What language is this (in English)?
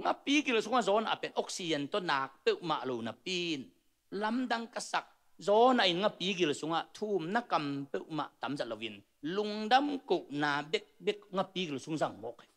Tedim Chin